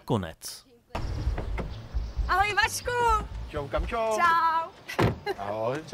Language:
Czech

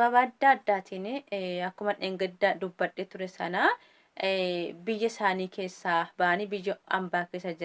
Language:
Oromo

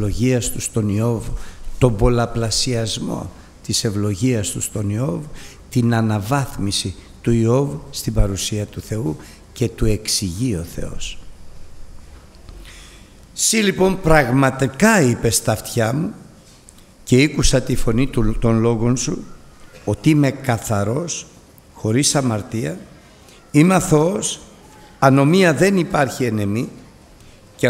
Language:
Greek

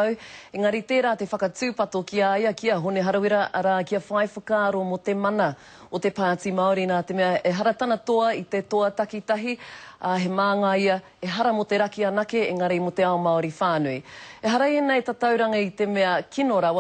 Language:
Māori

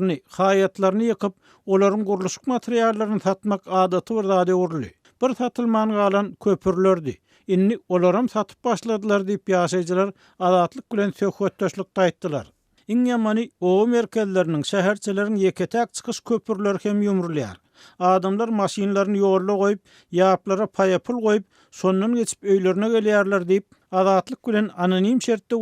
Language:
Turkmen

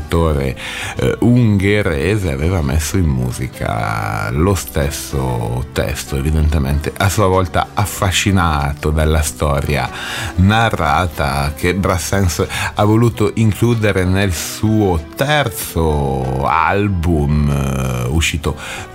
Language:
Italian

